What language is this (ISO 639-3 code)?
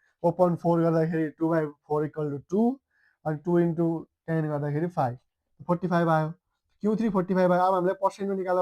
nep